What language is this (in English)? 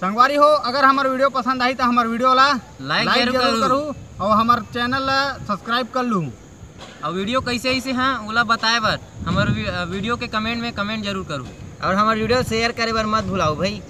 Chhattisgarhi